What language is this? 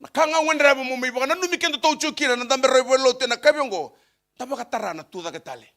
Fijian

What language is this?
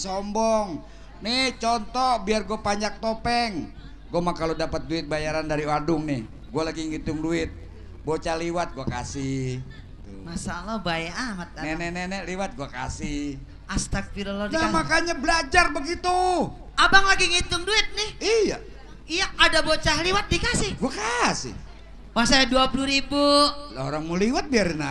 Betawi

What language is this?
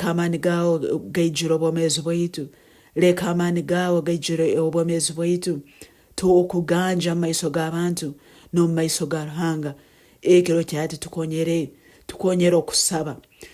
Nyankole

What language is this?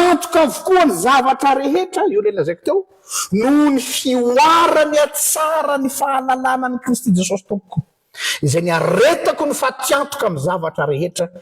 Malagasy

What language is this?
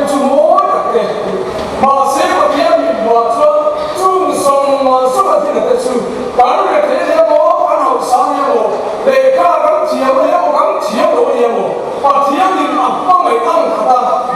Mizo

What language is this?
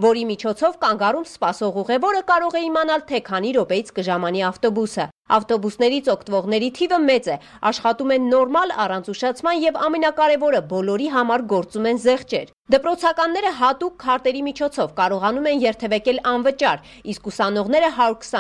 Armenian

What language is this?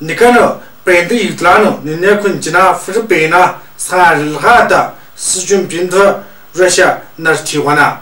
Tu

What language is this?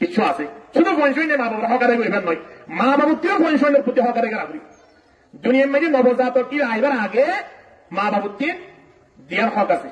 Rohingya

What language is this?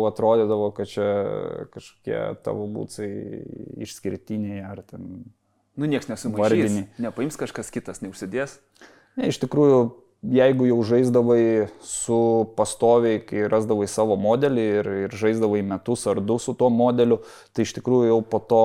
Lithuanian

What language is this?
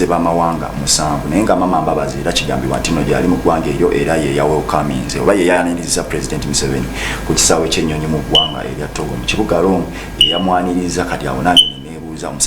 Ganda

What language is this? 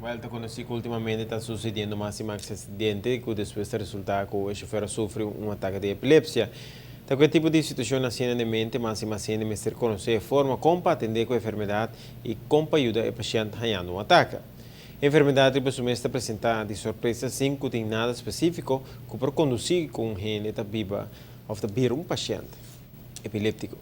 Papiamento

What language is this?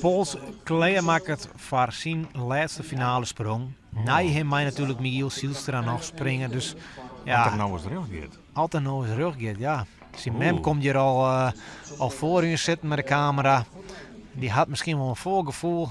Western Frisian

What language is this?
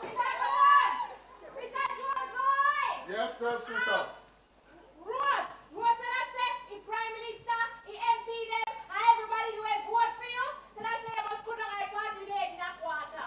Jamaican Creole English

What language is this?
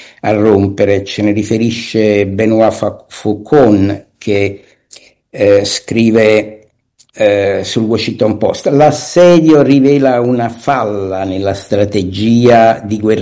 Italian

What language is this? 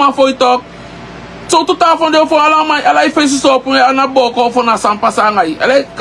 Sranan Tongo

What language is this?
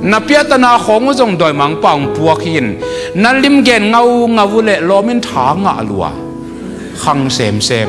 Tedim Chin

